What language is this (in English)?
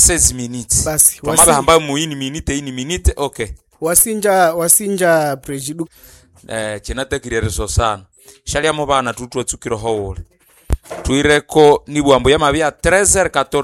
Nande